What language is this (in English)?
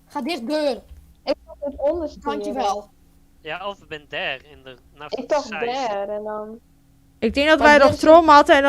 Western Frisian